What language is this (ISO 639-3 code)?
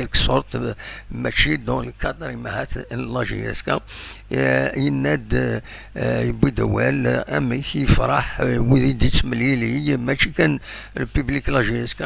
kab